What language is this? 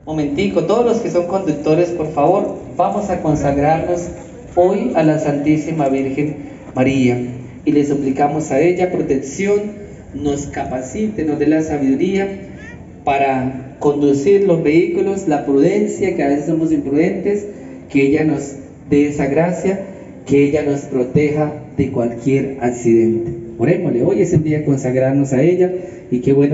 Spanish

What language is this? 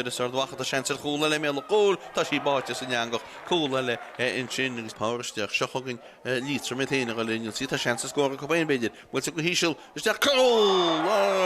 Irish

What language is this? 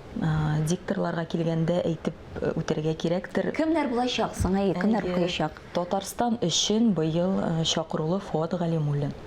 Tatar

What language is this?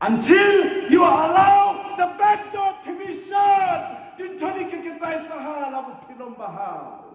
Southern Sotho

